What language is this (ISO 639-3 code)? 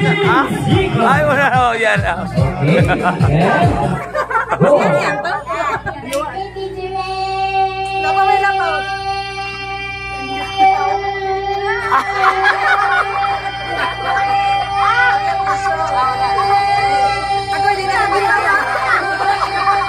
fil